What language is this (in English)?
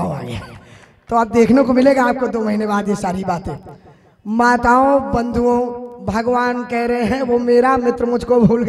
Hindi